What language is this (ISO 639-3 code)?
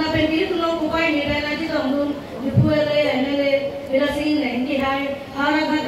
mjw